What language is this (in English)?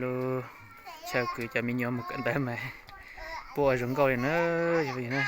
Hmong